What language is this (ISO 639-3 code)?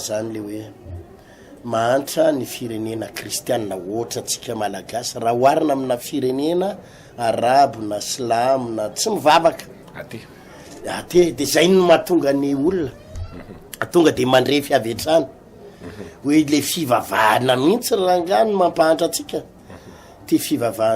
mlg